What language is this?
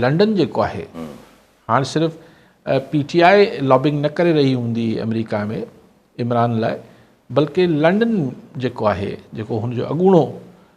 Sindhi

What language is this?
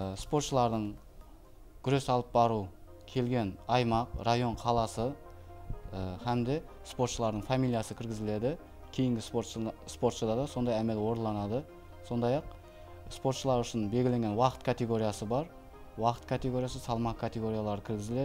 Kara-Kalpak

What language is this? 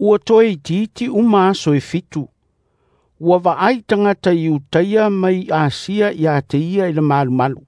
Samoan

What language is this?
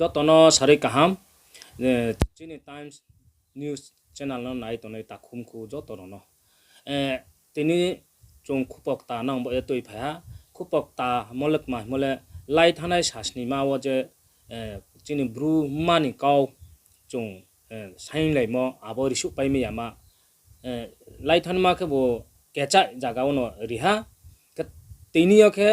Riang (India)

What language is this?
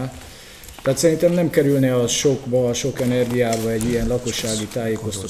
Hungarian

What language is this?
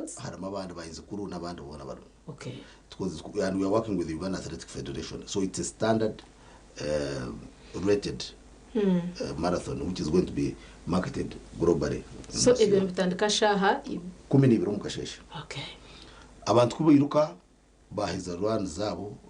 Nyankole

